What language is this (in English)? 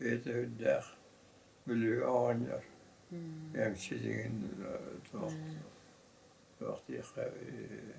Yakut